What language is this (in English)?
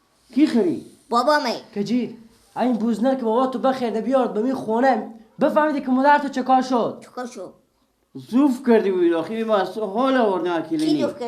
Persian